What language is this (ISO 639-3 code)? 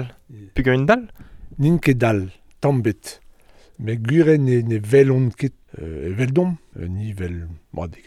bre